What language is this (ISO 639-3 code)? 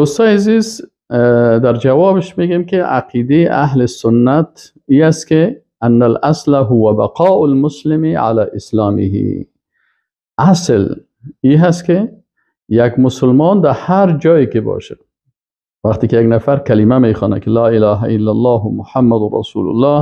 fas